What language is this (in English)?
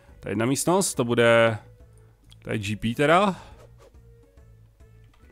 Czech